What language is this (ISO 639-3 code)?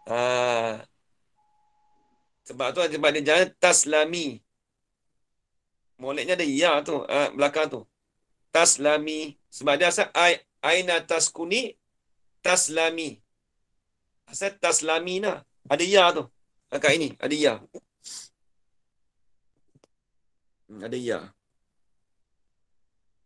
msa